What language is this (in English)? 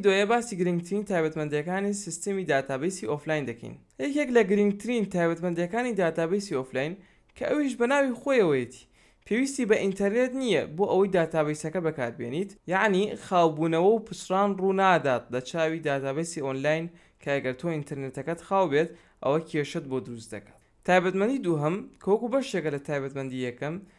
Central Kurdish